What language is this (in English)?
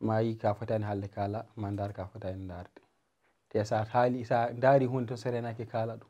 Fula